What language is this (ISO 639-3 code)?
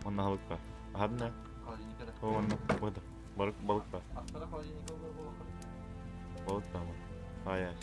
sah